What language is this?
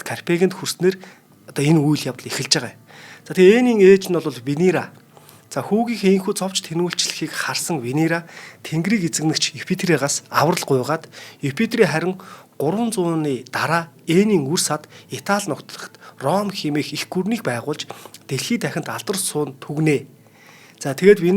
Mongolian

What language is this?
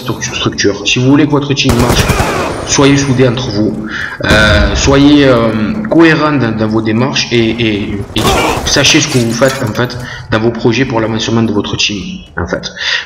French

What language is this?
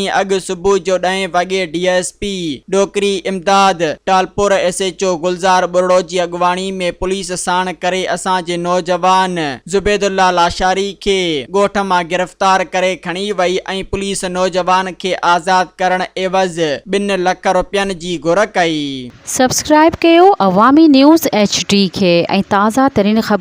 Sindhi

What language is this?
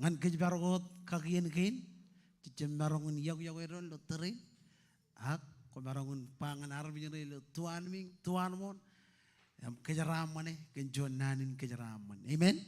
Marshallese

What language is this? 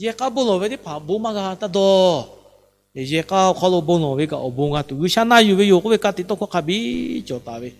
Lahu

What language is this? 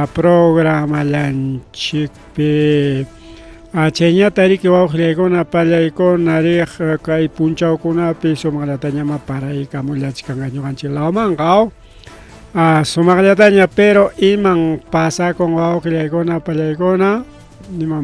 Ayacucho Quechua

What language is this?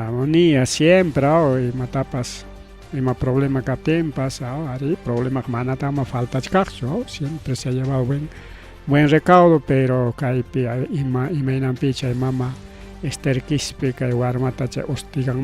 Ayacucho Quechua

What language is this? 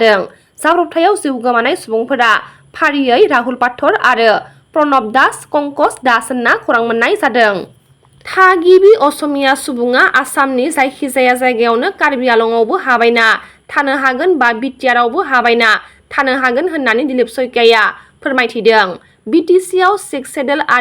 Bodo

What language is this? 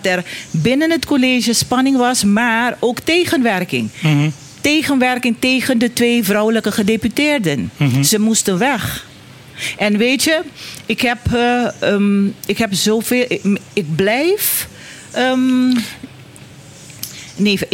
Dutch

